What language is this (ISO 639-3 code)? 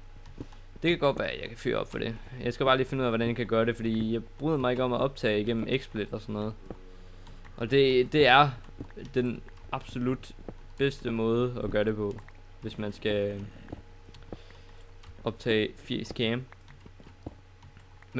dan